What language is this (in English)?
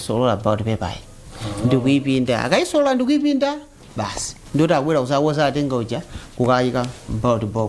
Nyanja